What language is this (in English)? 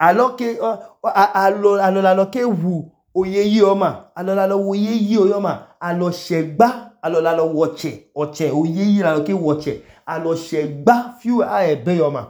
Idoma